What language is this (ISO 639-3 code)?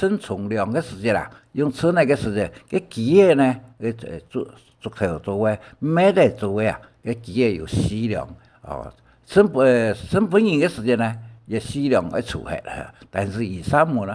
hak